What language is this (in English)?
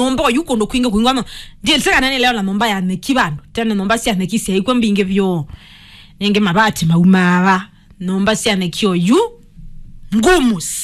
Kamba